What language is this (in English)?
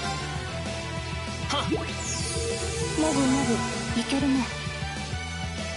Japanese